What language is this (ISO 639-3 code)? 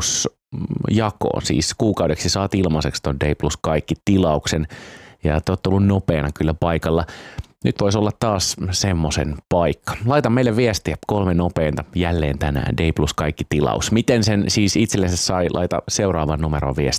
fin